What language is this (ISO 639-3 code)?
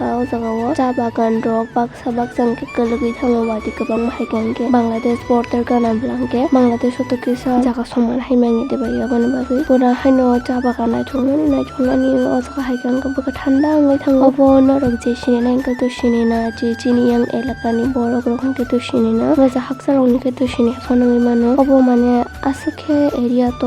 trp